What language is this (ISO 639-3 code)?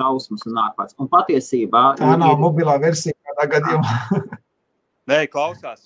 lav